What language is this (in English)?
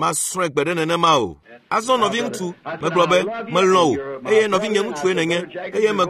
Ewe